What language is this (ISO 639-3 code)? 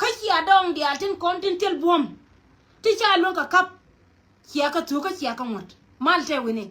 nus